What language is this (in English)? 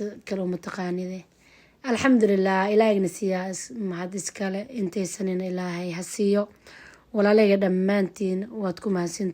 Somali